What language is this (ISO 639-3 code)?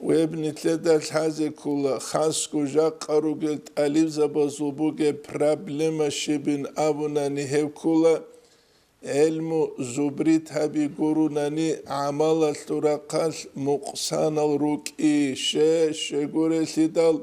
ava